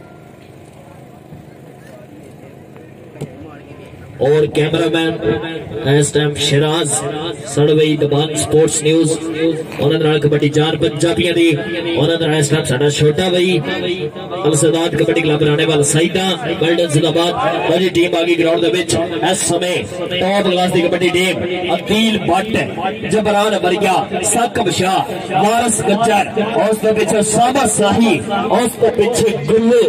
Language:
Punjabi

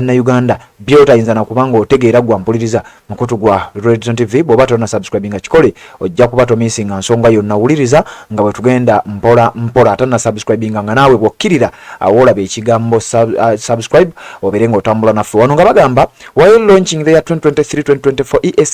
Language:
Ganda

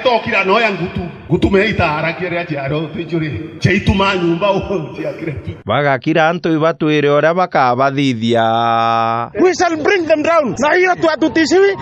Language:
Meru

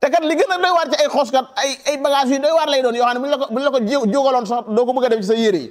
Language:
Wolof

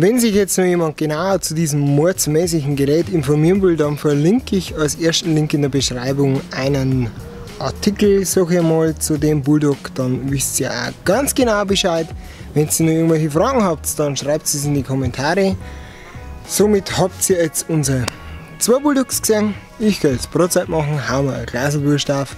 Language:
Bavarian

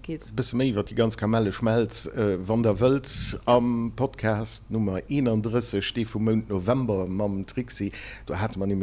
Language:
Luxembourgish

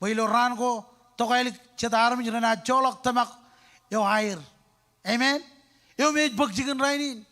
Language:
Marshallese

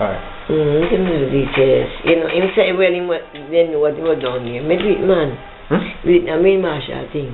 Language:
Jamaican Creole English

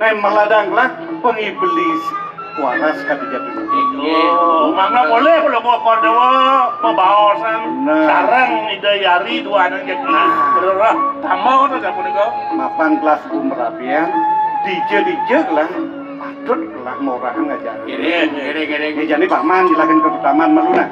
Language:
Balinese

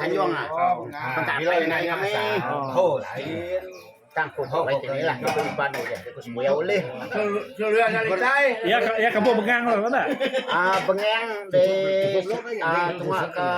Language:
Iban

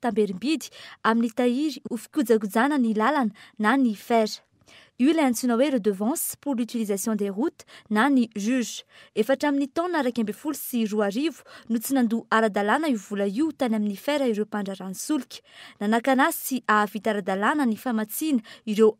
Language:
Malagasy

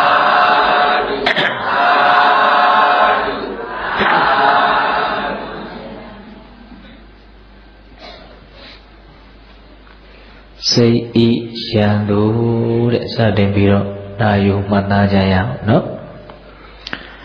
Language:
Burmese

